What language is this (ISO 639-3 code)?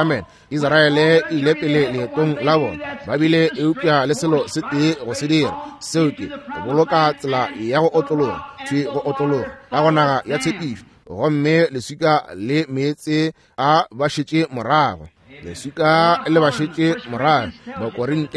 nso